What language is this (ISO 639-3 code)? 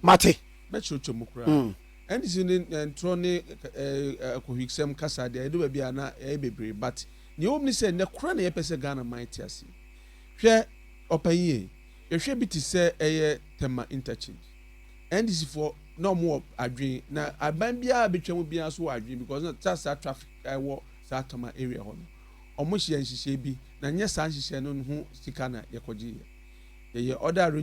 aka